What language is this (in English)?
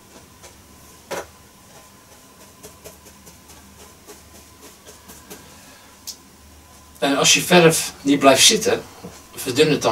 Dutch